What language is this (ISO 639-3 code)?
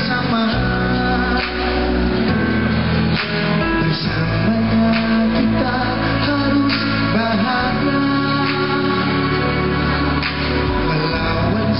ind